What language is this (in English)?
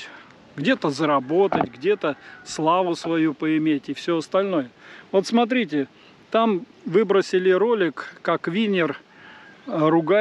Russian